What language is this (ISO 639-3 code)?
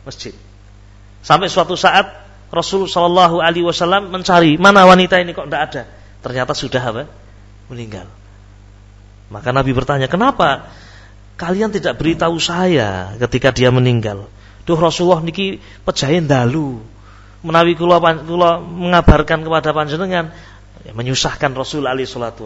ind